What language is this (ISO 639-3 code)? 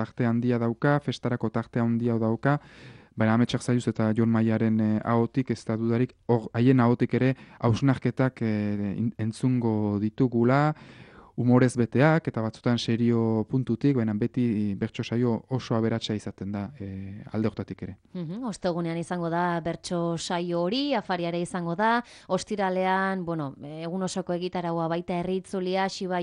eus